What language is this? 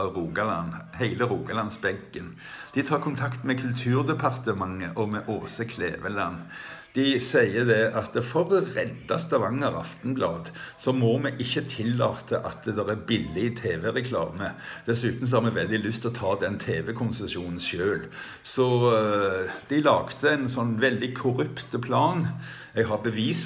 Norwegian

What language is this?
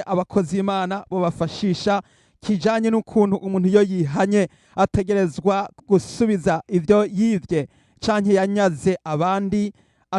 Rundi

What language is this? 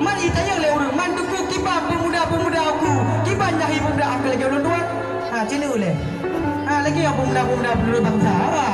Achinese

